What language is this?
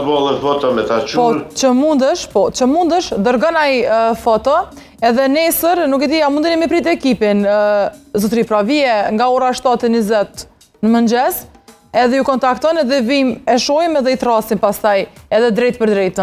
Albanian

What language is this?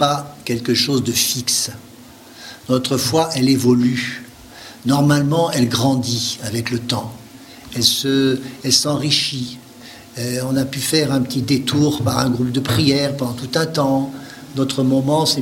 French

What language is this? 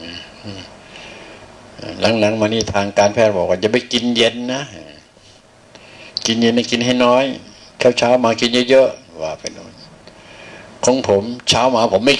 Thai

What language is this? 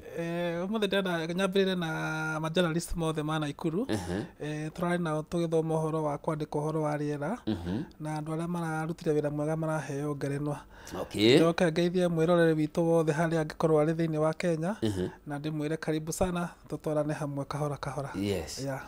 Kikuyu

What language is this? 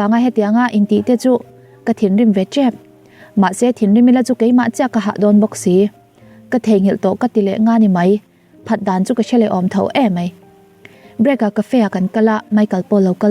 Mizo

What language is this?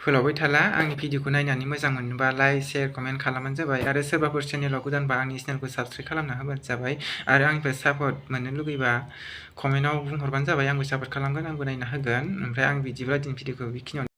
Bodo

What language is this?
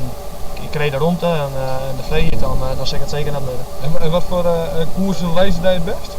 Western Frisian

